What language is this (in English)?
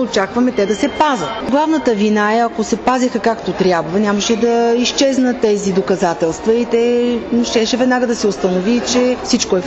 Bulgarian